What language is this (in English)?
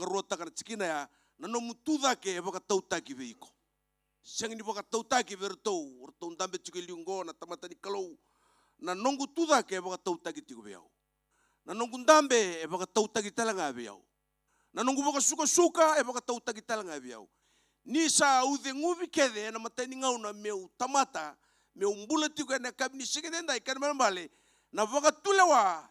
Fijian